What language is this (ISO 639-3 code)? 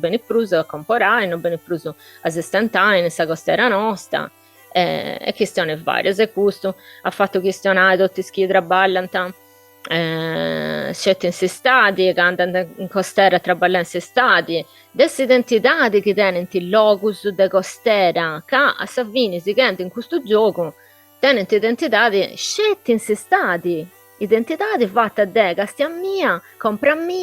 srd